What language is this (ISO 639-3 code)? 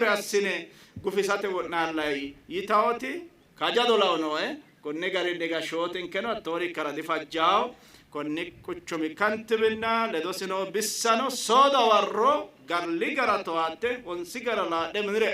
sid